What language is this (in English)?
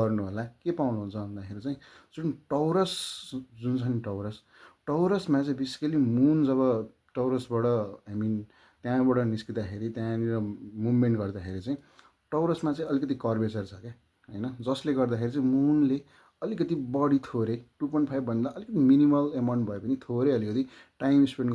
Nepali